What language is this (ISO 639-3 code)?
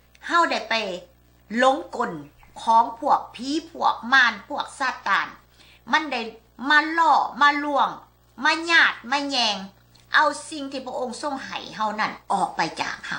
lao